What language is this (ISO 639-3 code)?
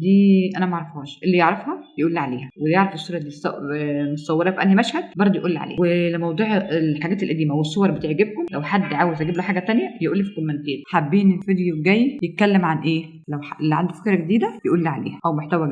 arz